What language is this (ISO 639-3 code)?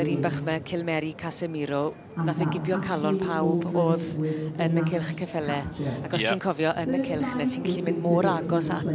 cym